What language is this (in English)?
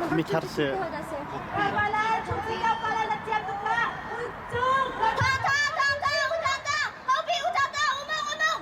Hakha Chin